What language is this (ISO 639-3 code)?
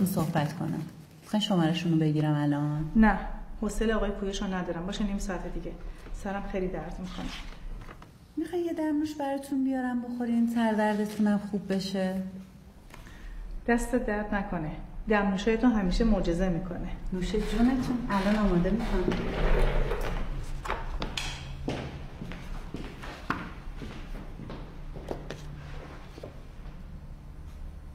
fas